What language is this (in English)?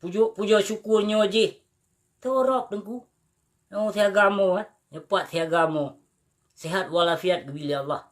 Achinese